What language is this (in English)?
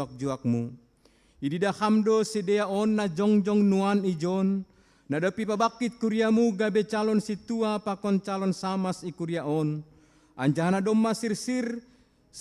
Batak Simalungun